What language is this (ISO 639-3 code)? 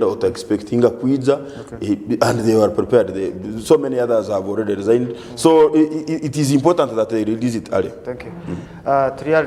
nyn